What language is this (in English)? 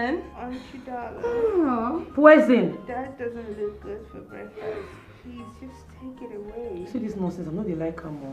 Nigerian Pidgin